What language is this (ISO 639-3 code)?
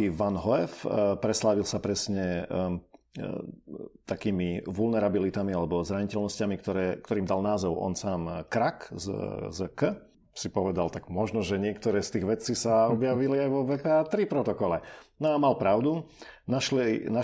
slk